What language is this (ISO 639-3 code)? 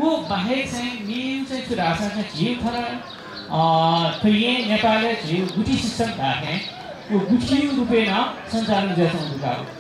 new